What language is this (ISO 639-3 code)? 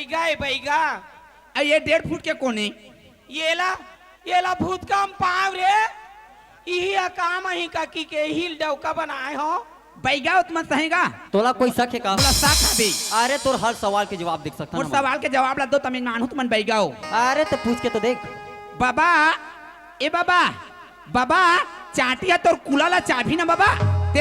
hne